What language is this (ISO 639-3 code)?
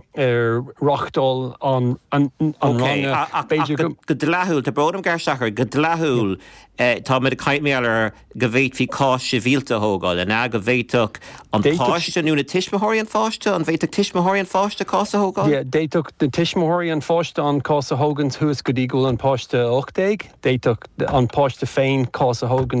gle